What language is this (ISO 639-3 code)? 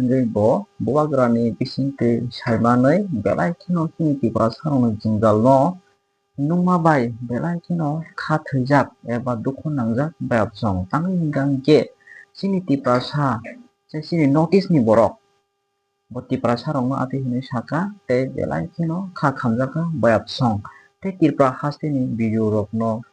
trp